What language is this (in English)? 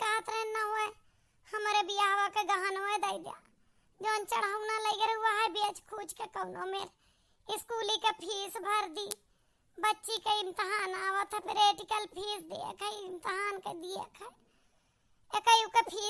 Awadhi